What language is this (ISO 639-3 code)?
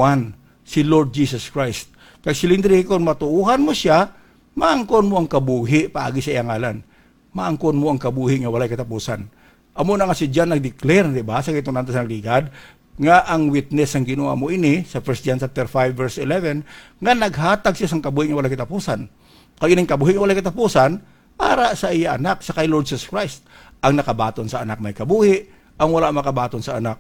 hil